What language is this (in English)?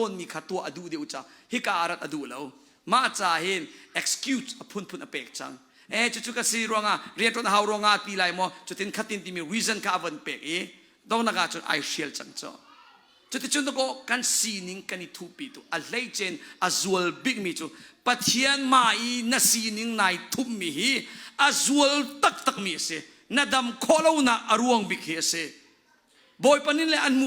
Hakha Chin